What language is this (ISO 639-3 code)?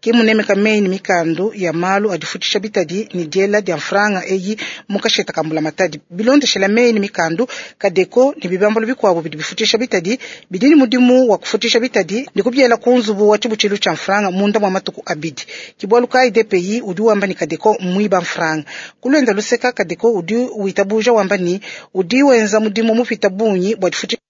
lua